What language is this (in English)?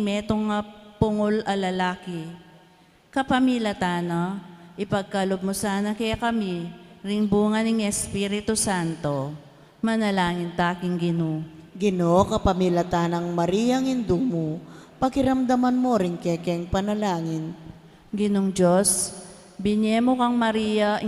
Pampanga